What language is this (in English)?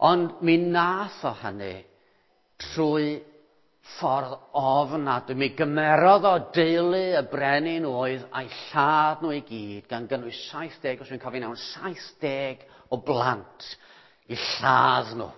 Welsh